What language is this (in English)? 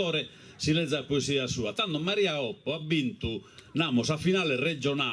Sardinian